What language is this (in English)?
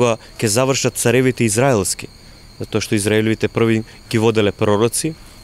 Macedonian